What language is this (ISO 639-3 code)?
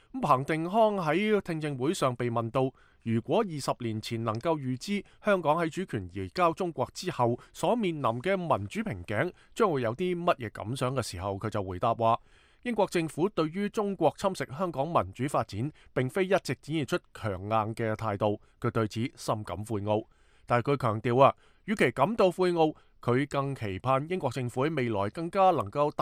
yue